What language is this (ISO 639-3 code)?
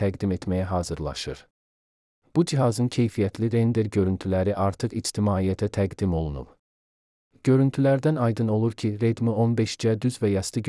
aze